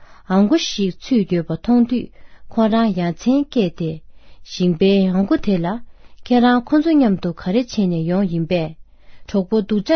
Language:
Tibetan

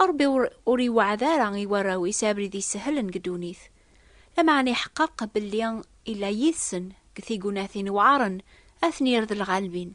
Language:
Kabyle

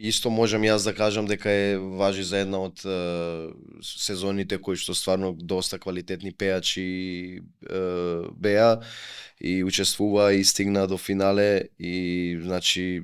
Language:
Macedonian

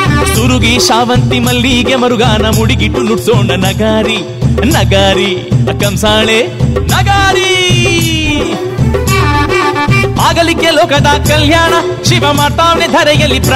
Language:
Kannada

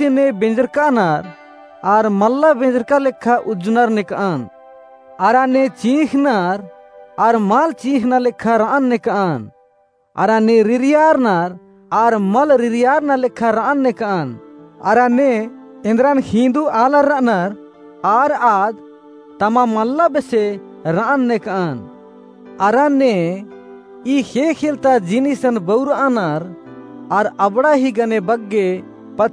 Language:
Kurukh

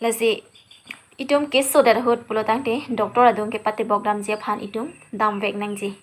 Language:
Karbi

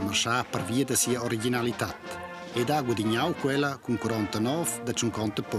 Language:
Romansh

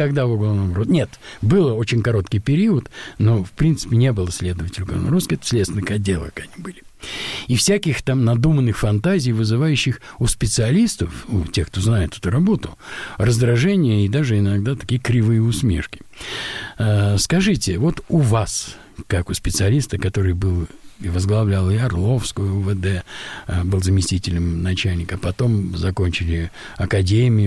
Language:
Russian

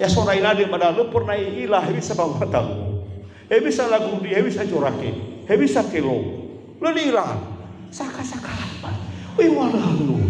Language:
Nias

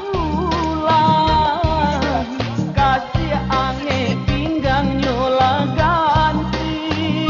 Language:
Minangkabau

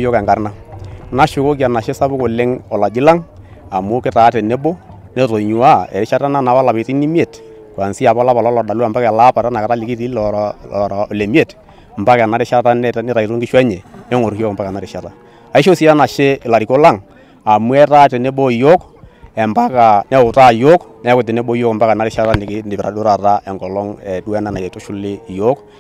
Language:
Masai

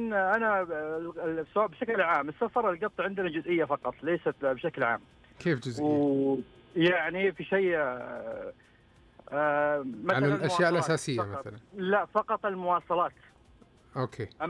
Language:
Najdi Arabic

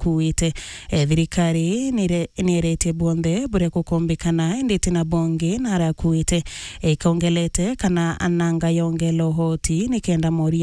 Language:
Meru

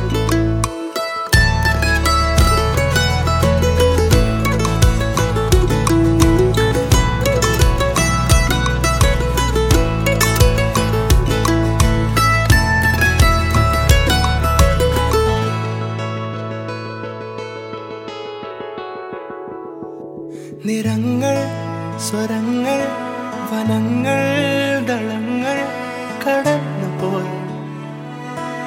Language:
Malayalam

